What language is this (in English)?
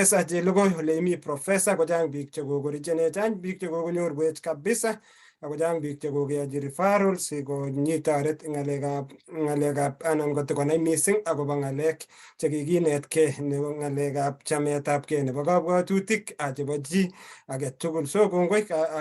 Kalenjin